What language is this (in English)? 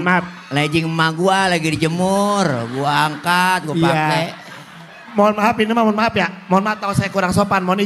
Betawi